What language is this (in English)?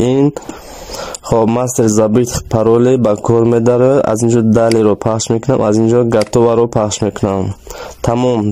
Tajik